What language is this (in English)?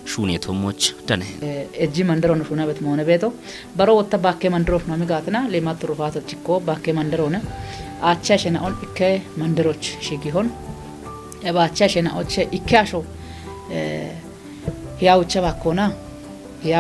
Kafa